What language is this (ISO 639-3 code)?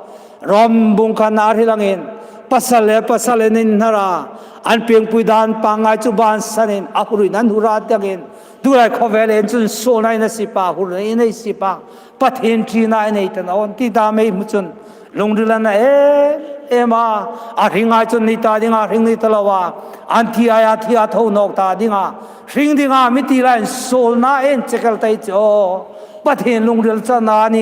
hmr